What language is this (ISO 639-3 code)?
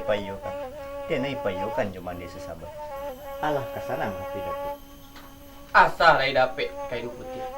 min